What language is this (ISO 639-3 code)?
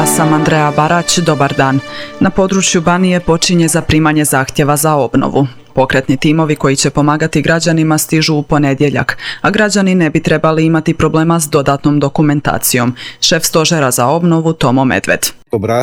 hrv